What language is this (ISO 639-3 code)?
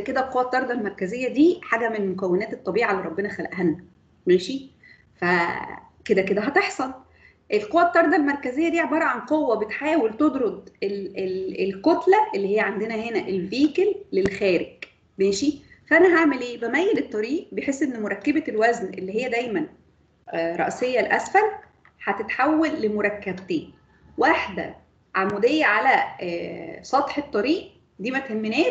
arz